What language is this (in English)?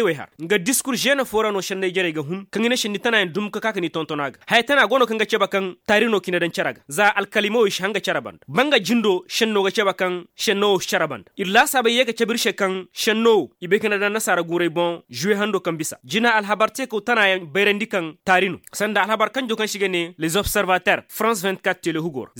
Koyraboro Senni